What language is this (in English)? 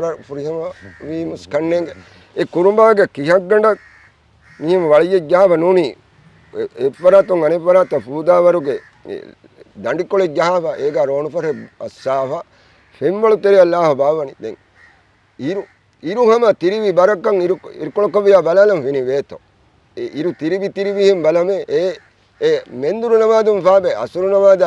Divehi